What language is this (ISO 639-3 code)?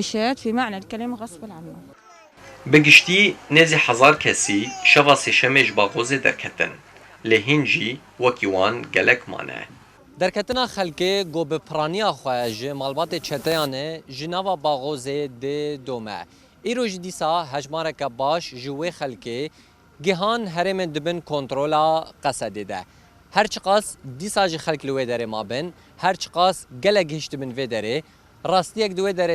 kur